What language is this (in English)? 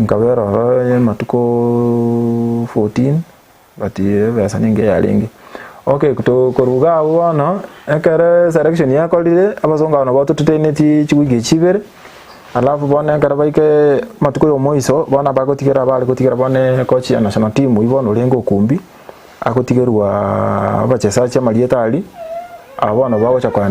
Gusii